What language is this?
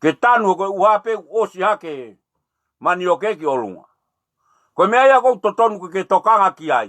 Tongan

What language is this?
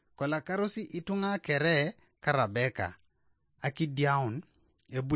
Teso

